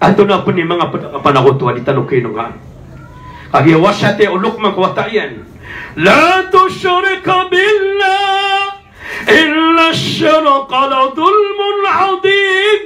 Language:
Maranao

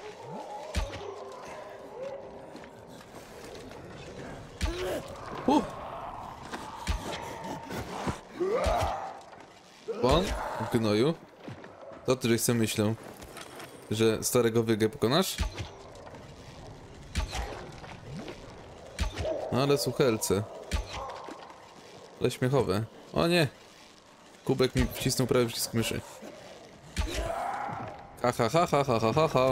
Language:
Polish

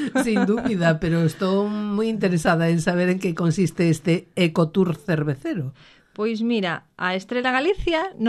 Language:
Galician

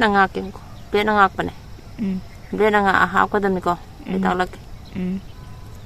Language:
Manipuri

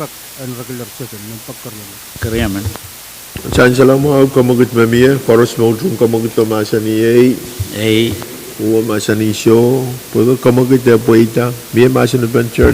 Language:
Pohnpeian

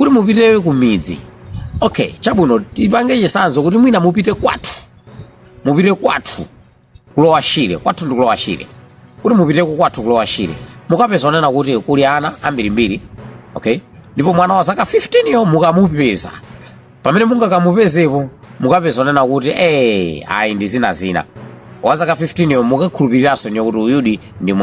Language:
Nyanja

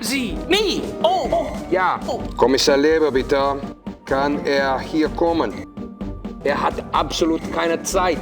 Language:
Bavarian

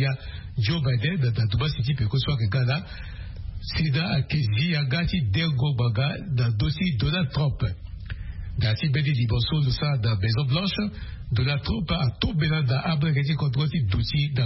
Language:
Sango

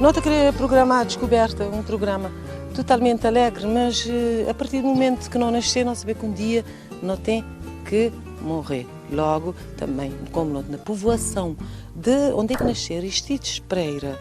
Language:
Kabuverdianu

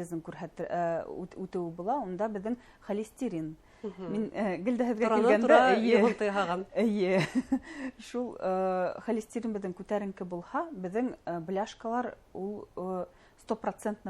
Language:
Bashkir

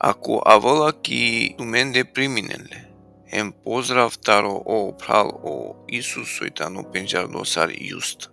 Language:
Balkan Romani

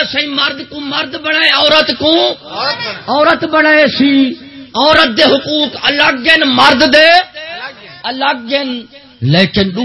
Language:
Saraiki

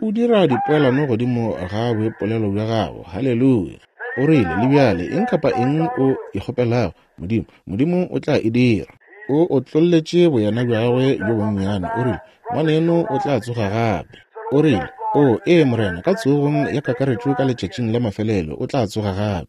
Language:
Northern Sotho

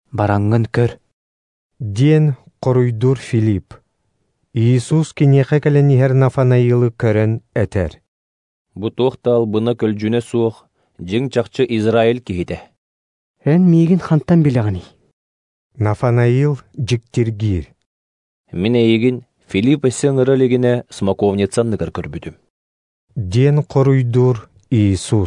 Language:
Yakut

